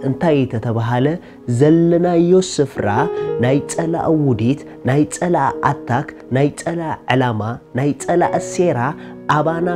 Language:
Tigrinya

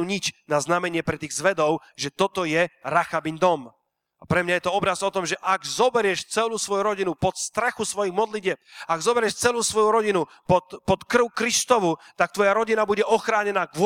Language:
Slovak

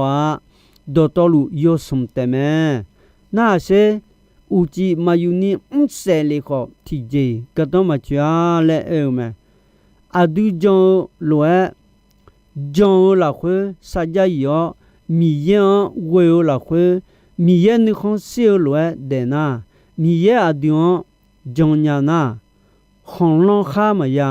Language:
Akha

